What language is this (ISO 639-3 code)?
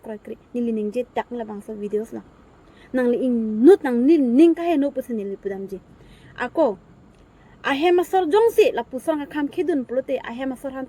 mjw